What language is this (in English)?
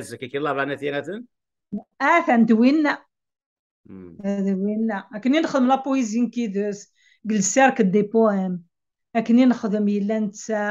Kabyle